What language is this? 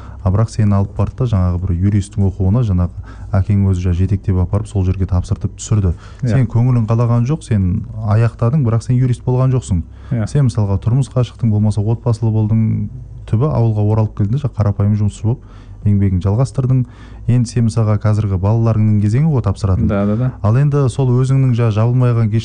Kazakh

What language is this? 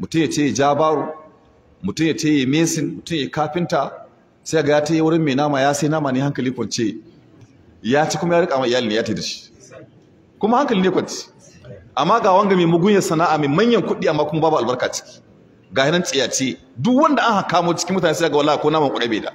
Hausa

